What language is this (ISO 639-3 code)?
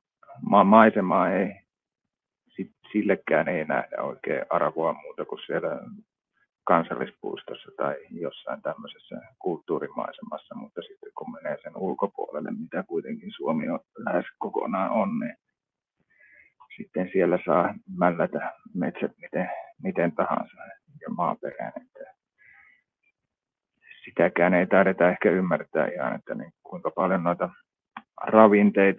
fin